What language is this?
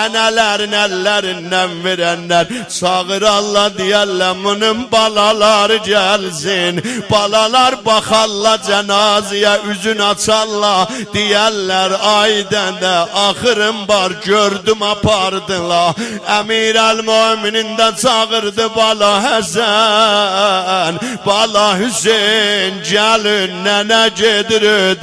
South Azerbaijani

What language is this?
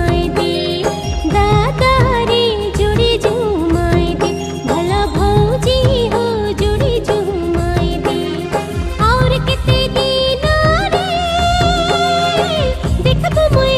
Sadri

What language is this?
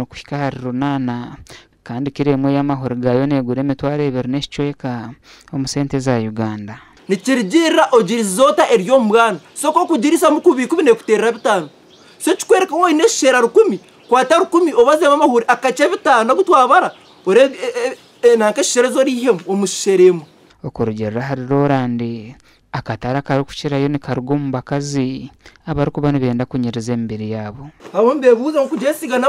Nyankole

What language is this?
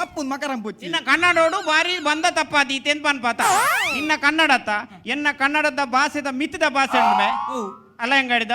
Tulu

